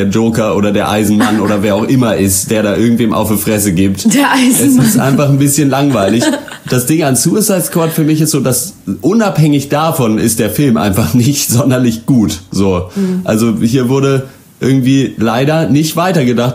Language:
German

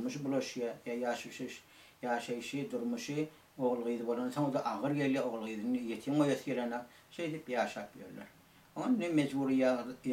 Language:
Turkmen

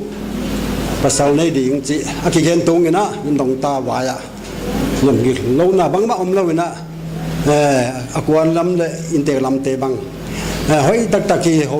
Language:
Paite Chin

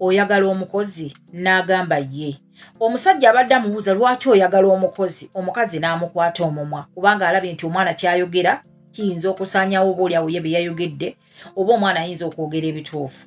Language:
Ganda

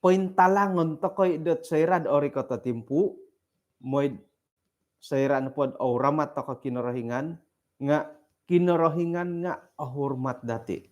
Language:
Central Dusun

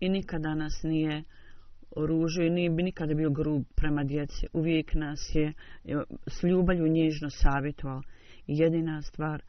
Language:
Bosnian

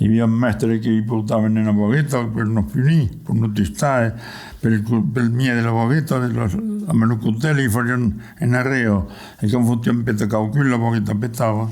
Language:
Occitan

